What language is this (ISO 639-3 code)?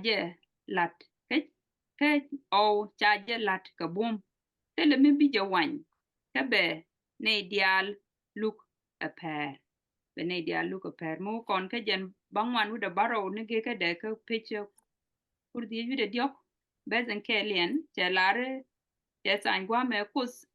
nus